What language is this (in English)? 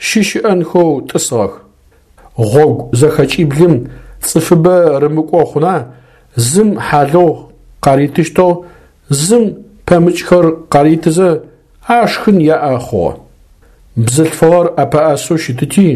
Adyghe